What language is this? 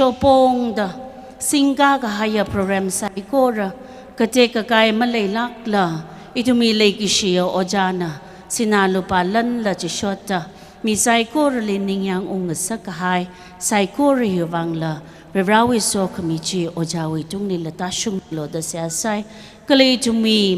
Tangkhul Naga (India)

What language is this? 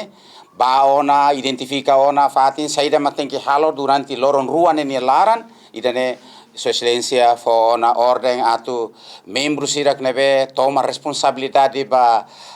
Tetum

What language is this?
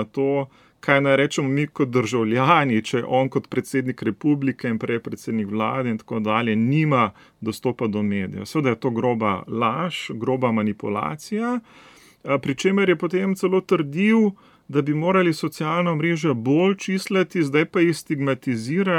Slovenian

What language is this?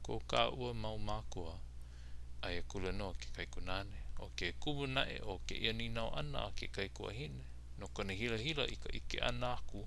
Hawaiian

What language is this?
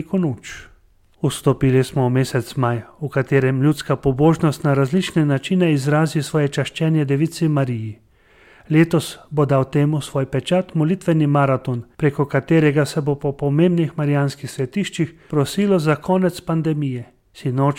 Slovenian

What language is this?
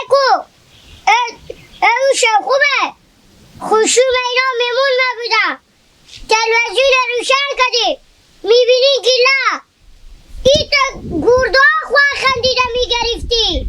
Hazaragi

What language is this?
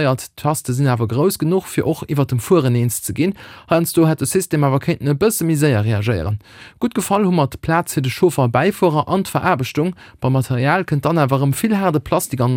Luxembourgish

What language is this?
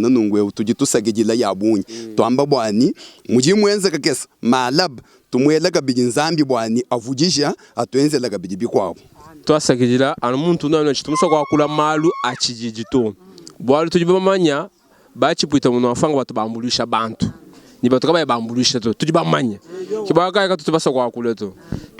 Luba-Lulua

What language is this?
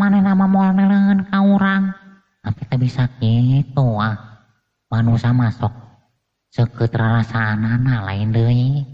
Sundanese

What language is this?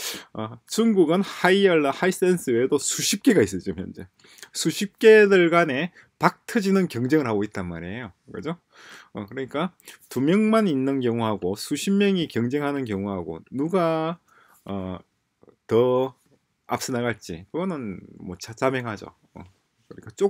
Korean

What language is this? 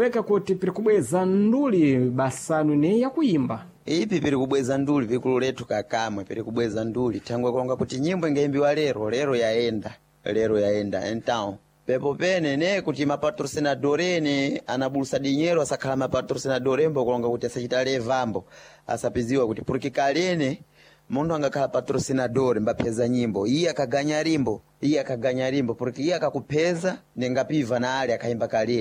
Sena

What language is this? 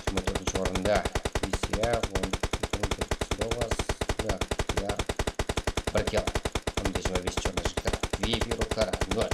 Kara-Kalpak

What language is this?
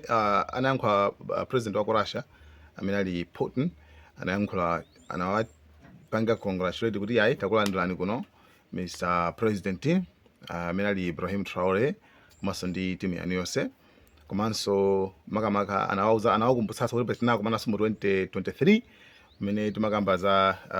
Nyanja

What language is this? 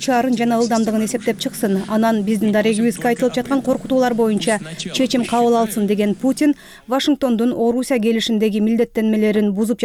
Kyrgyz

